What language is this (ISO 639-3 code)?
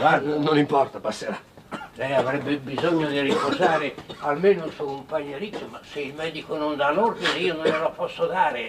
ita